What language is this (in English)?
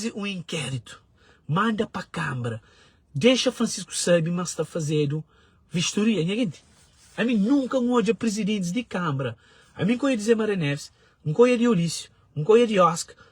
Kabuverdianu